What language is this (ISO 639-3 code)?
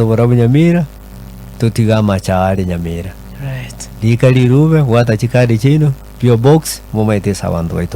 guz